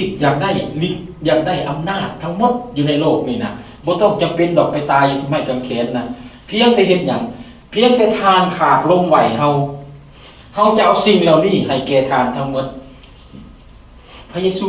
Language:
Lao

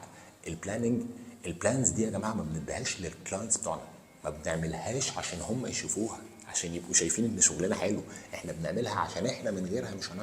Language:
Egyptian Arabic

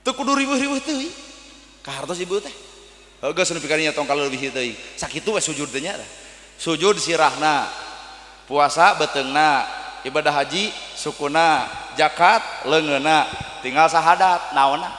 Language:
Sundanese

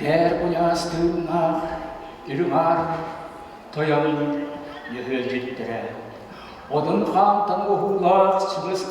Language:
Yakut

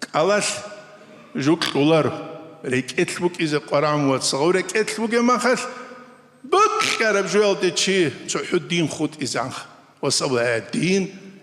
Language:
Avaric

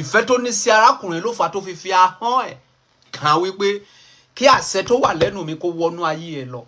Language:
Yoruba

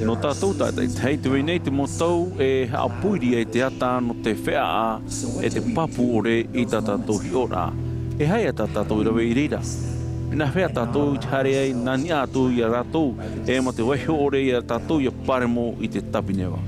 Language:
Tahitian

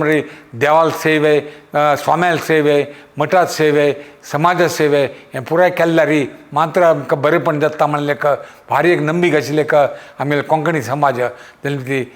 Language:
Konkani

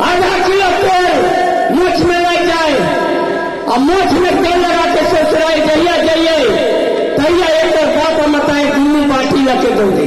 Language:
Maithili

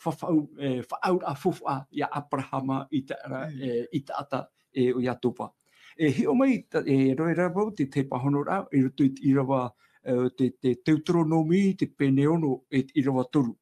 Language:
Tahitian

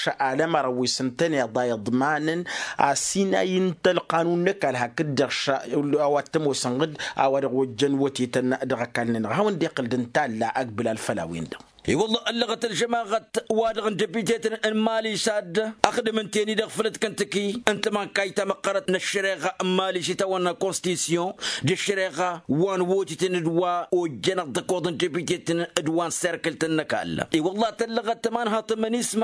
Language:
Tamasheq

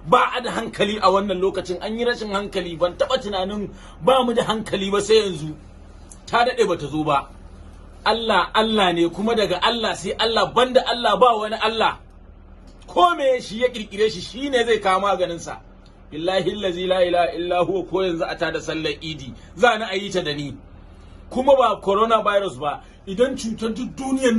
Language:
Hausa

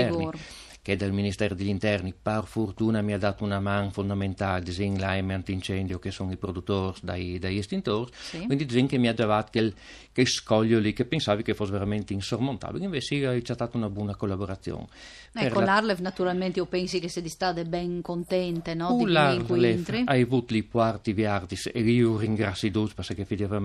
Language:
Friulian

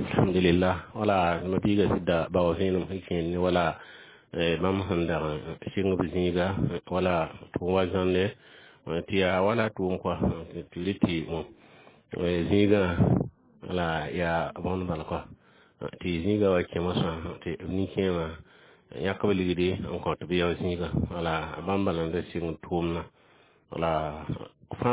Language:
Mossi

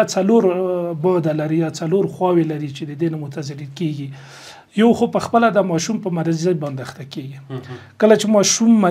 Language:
Pashto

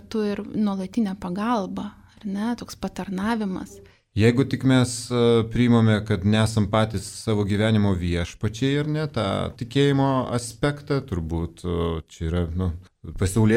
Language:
Lithuanian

